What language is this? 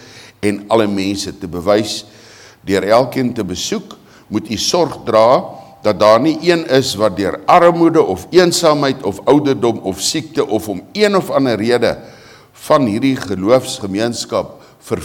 Afrikaans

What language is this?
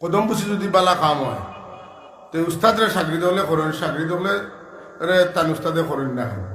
Sylheti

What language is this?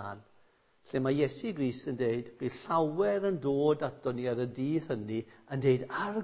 Welsh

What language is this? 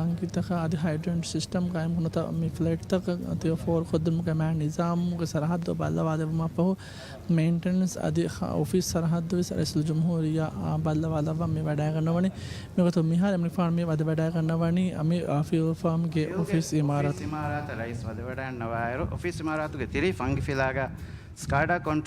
Divehi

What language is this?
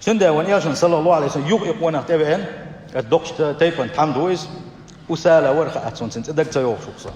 Chechen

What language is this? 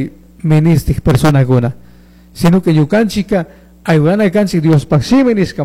Chimborazo Highland Quichua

